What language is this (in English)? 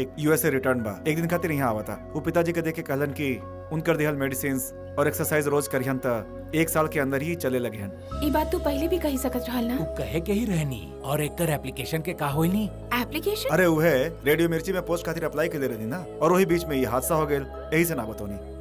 Bhojpuri